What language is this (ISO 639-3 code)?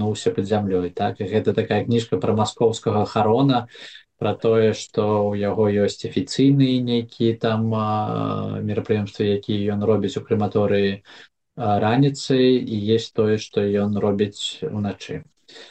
bel